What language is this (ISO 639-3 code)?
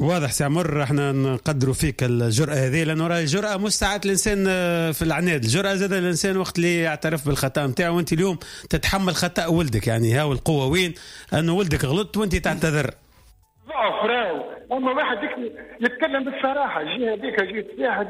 aeb